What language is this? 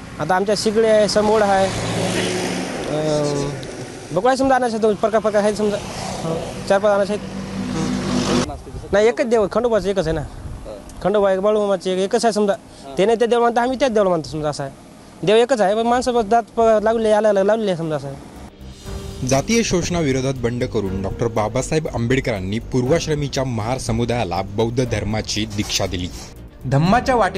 Marathi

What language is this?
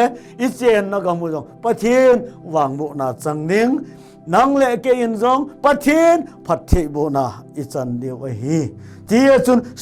Thado Chin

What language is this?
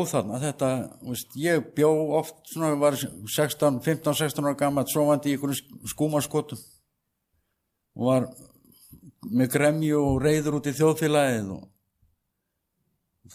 Icelandic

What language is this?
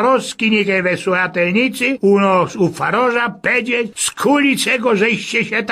Silesian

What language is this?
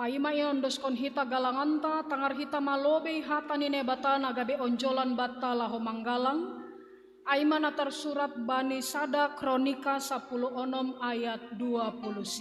Batak Simalungun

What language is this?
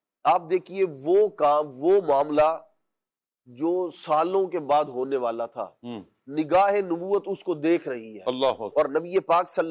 Urdu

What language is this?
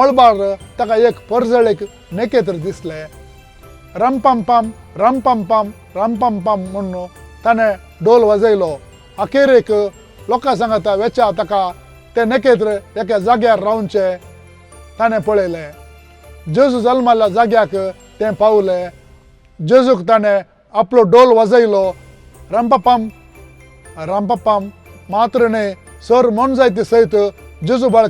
Konkani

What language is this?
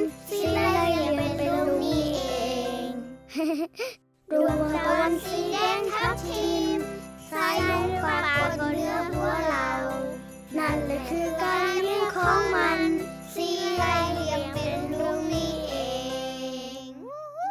Thai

